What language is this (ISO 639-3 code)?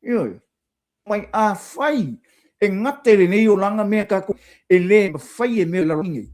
smo